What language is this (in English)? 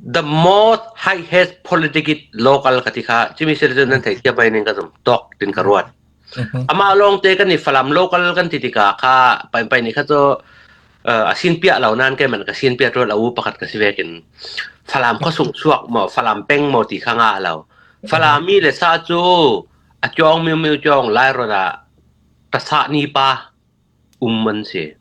Falam Chin